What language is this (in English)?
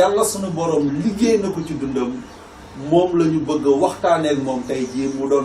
Wolof